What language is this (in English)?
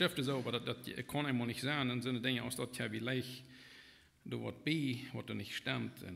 Plautdietsch